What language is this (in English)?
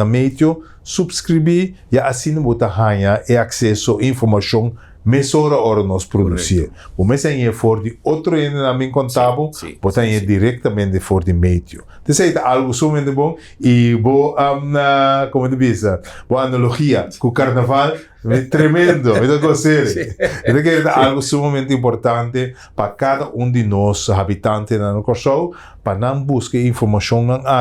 Papiamento